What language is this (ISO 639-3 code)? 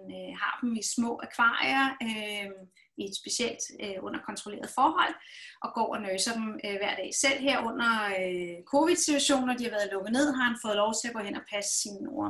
dan